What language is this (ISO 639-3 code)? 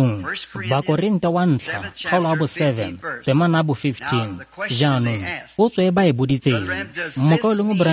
tsn